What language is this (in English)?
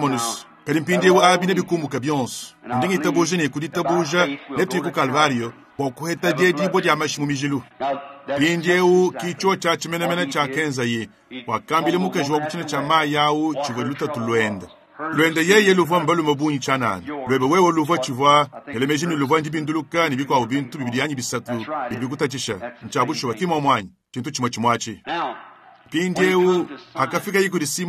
Luba-Lulua